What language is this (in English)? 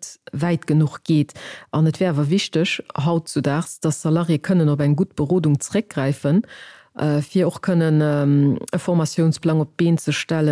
Luxembourgish